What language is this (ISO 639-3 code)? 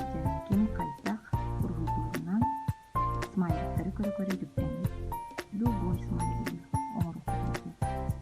sah